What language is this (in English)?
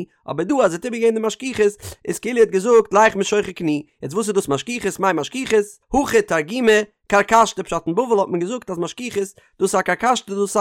Yiddish